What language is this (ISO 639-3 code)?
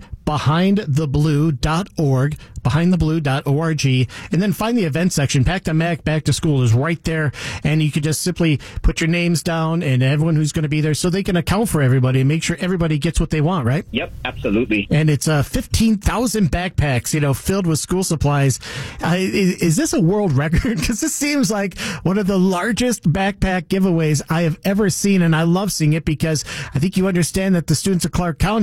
eng